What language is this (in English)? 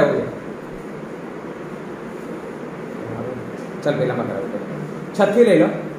Gujarati